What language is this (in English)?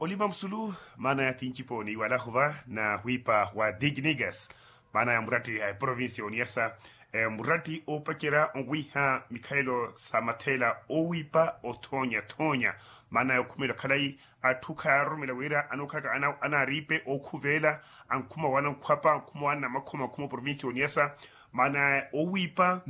Makhuwa